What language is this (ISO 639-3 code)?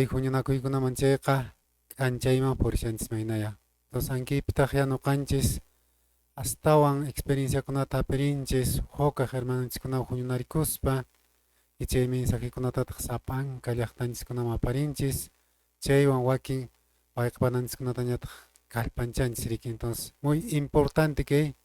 que